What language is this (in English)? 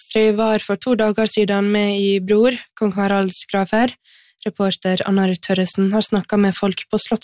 Norwegian